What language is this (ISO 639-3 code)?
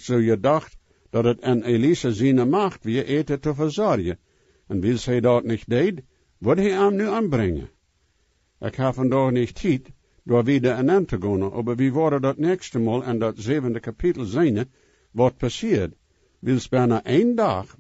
pdt